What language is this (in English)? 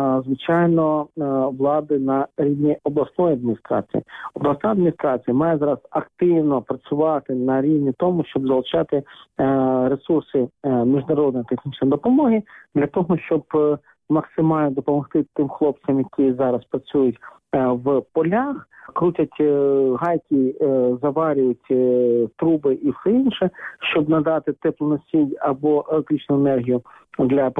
Ukrainian